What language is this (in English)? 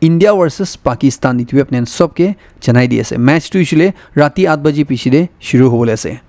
Naga Pidgin